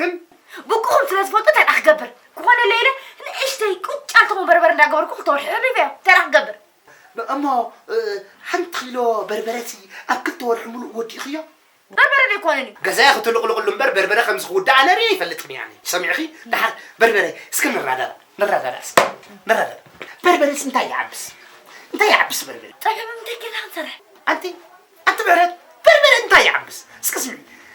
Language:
Tigrinya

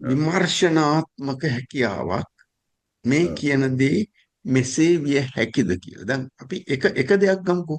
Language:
Sinhala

